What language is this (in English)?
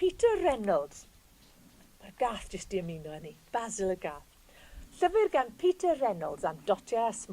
Welsh